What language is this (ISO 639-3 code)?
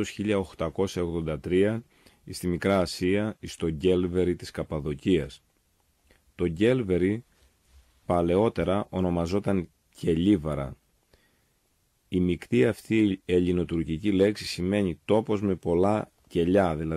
ell